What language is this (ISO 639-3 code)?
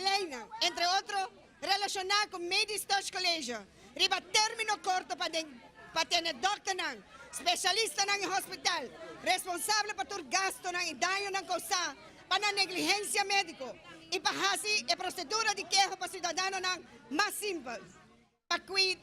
pap